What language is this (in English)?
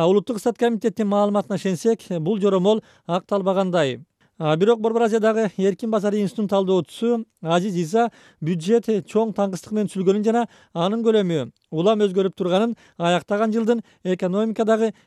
Kyrgyz